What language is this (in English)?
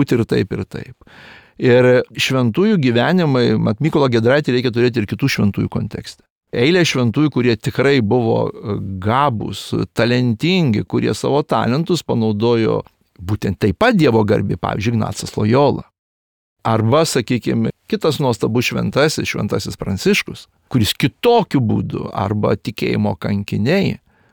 Lithuanian